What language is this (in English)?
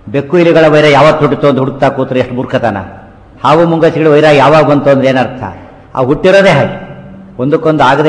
Kannada